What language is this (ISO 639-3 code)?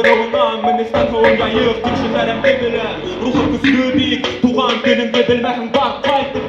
bak